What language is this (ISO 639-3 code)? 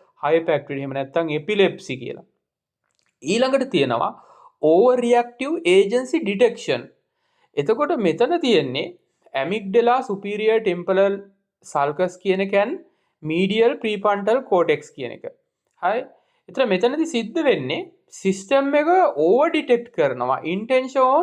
sin